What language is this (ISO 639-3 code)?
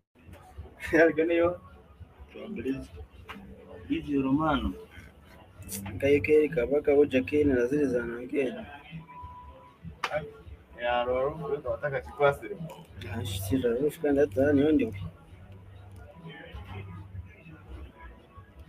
kin